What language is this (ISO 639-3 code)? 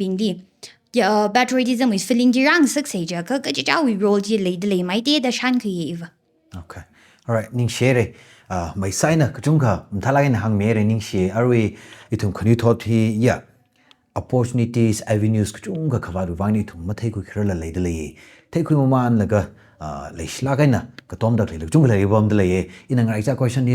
nmf